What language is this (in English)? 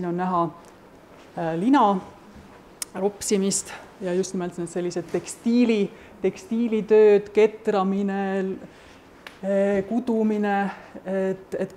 Estonian